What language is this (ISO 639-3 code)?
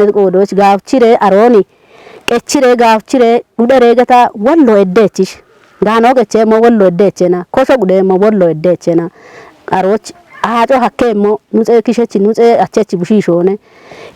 kbr